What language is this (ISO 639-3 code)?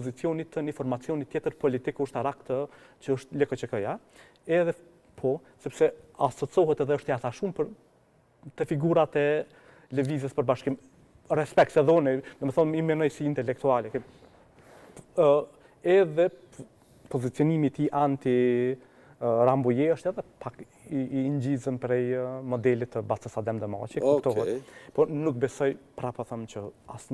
sqi